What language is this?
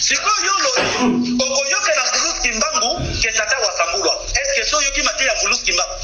Lingala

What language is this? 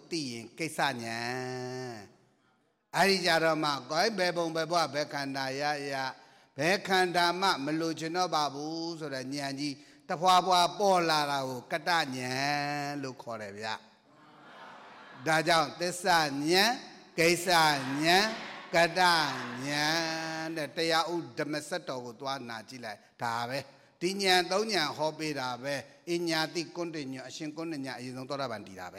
Burmese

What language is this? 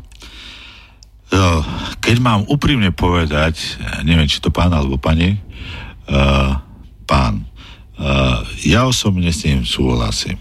Slovak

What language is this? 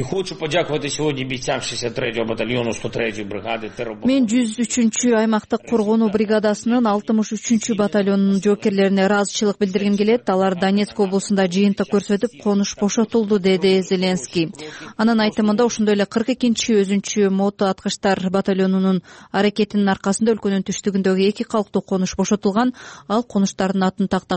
Kyrgyz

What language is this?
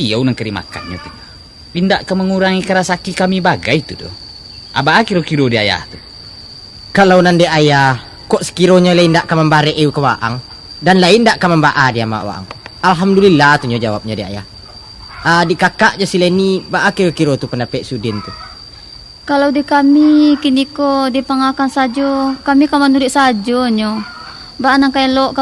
Minangkabau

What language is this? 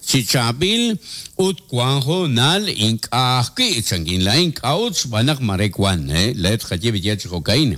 Kekchí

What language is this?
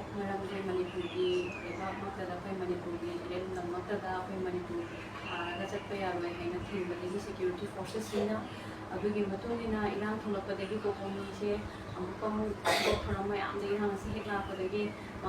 Manipuri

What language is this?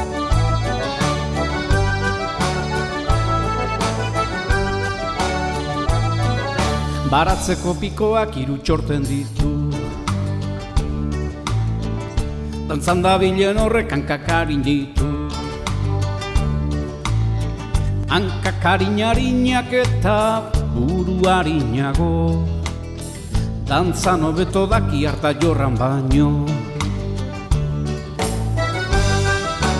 Basque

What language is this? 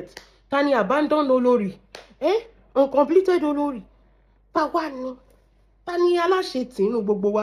Yoruba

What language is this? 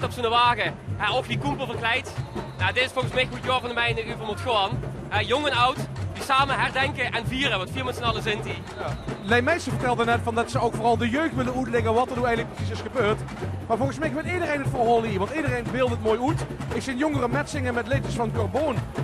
Limburgish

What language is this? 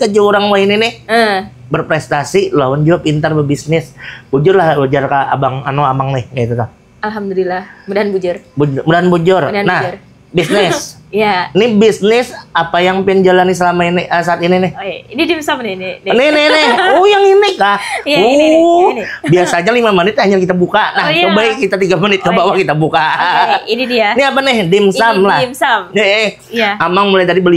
Banjar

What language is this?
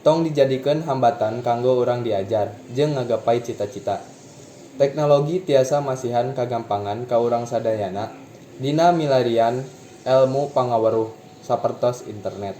Sundanese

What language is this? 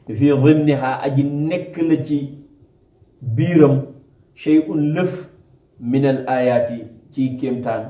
Wolof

